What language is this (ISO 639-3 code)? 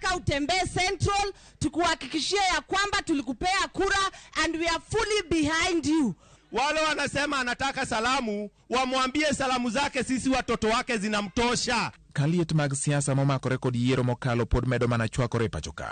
luo